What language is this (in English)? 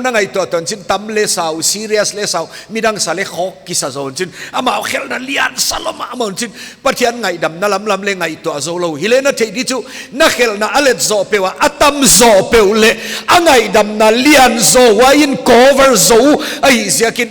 Paite Chin